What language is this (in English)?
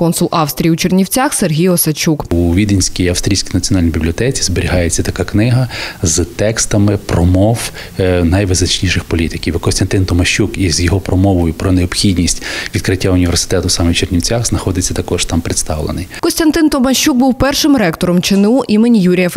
Ukrainian